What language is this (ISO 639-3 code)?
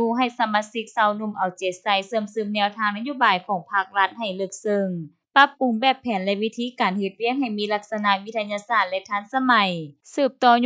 lao